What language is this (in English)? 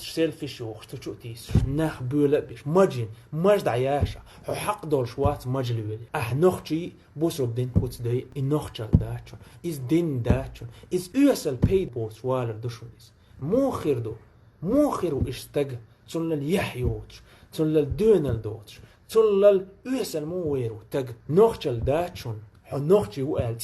Chechen